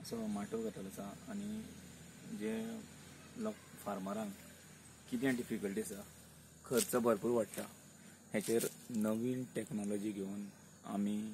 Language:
Konkani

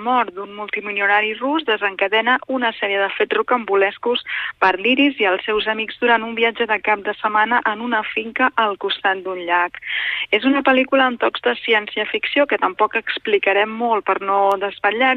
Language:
Catalan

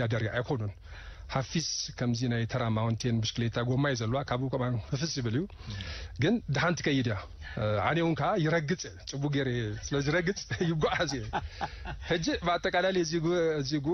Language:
Tigrinya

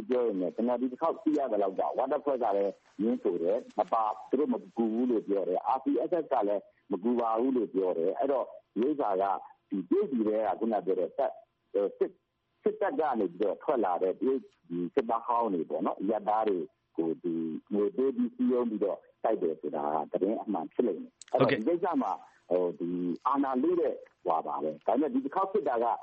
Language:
Burmese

